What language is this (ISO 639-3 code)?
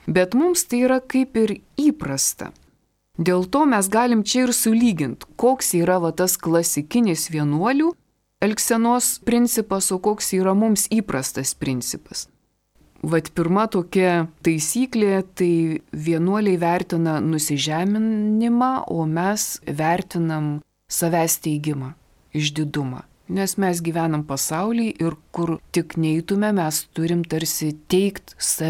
lit